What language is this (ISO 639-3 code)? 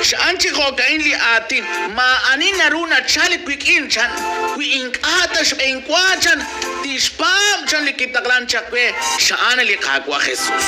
kek